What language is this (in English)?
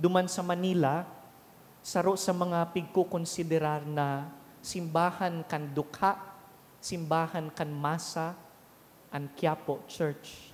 Bikol